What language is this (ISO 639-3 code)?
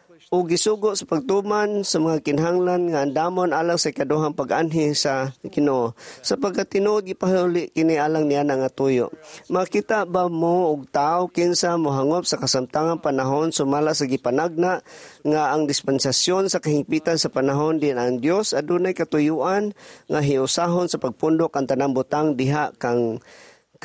ceb